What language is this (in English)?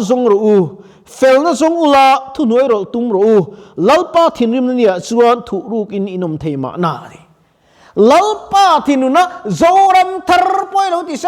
Mizo